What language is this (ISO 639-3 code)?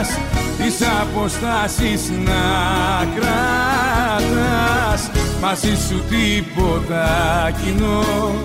ell